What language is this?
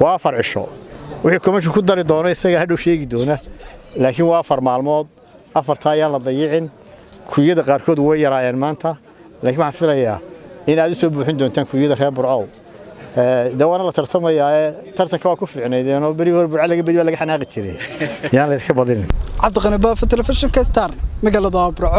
Somali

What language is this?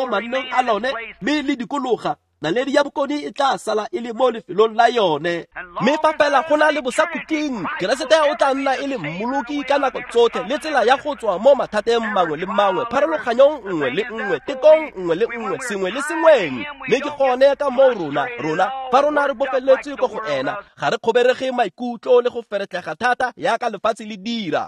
Tswana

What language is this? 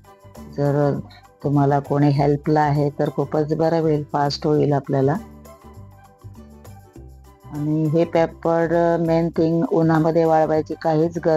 Marathi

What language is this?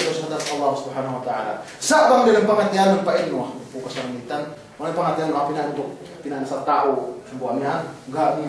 Yakan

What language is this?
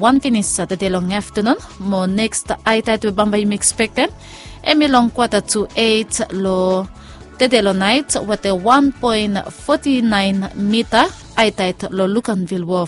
Bislama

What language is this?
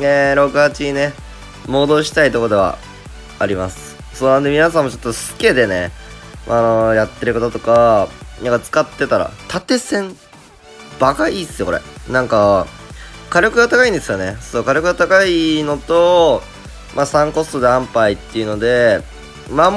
Japanese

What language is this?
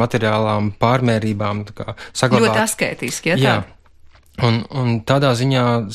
Latvian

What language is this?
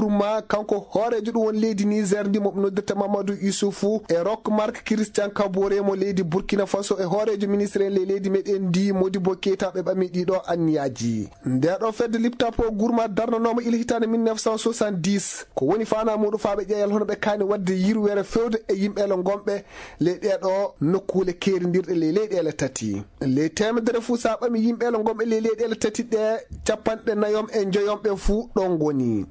Fula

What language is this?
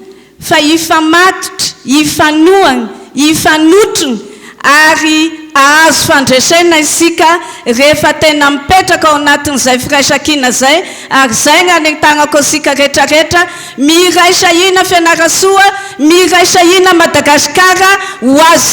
Malagasy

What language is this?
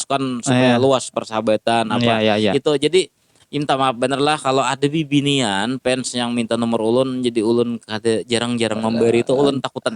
Banjar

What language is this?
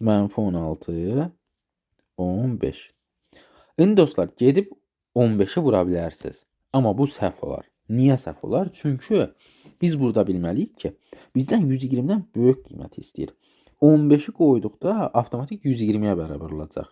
Azerbaijani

